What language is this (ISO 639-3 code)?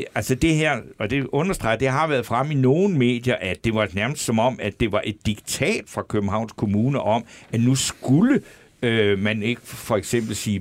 dan